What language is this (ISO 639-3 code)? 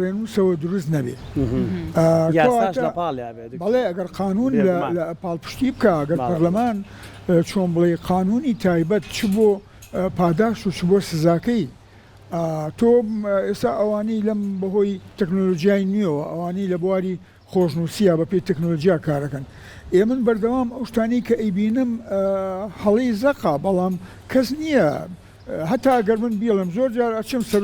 ckb